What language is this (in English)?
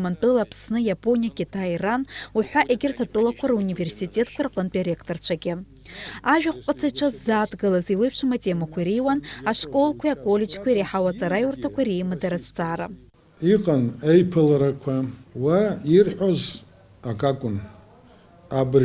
Abkhazian